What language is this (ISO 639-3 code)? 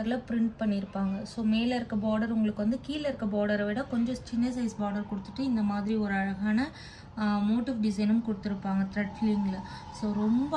tam